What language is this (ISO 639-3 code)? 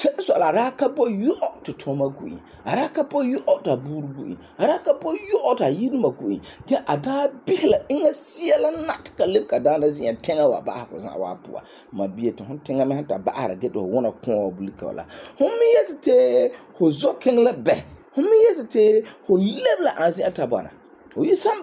gur